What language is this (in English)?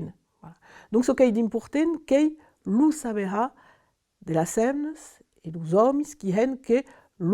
Occitan